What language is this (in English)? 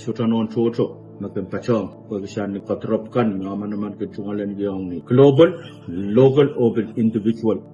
Pohnpeian